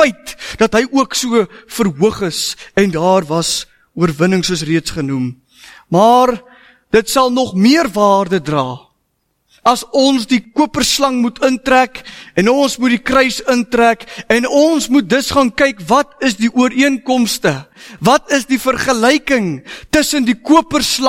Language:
Afrikaans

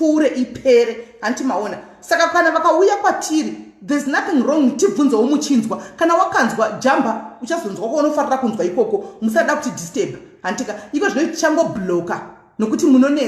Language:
Shona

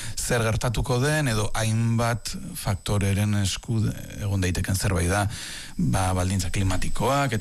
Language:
Basque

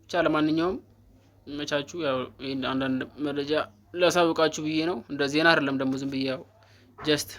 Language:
Amharic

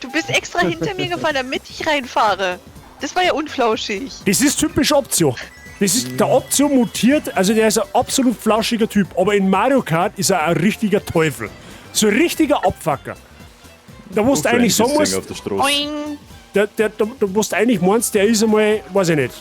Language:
Bavarian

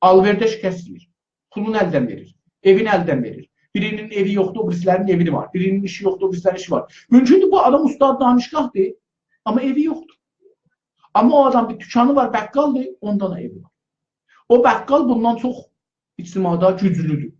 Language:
South Azerbaijani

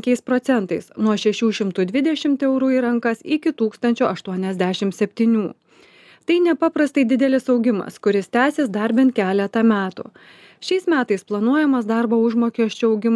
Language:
Lithuanian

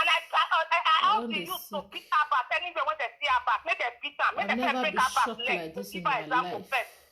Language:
Nigerian Pidgin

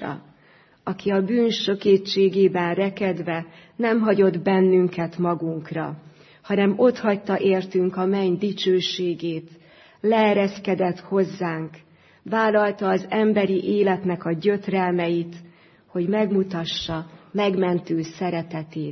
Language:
Hungarian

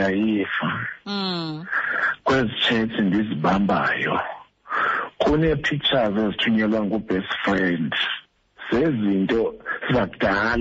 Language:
Xhosa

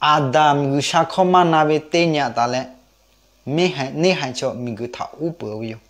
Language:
Lahu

